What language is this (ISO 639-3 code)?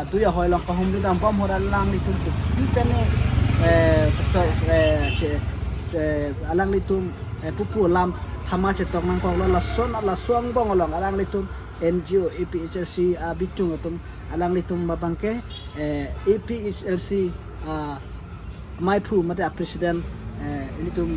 mjw